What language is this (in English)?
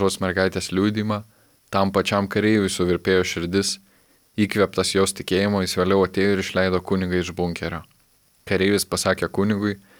Lithuanian